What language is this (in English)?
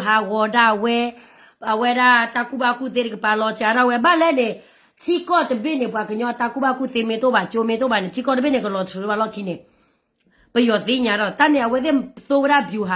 S'gaw Karen